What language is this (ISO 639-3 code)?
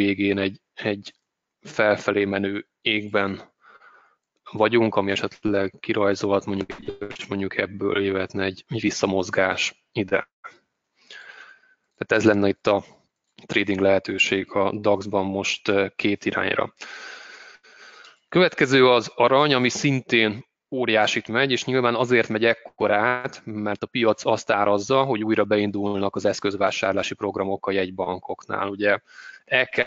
hun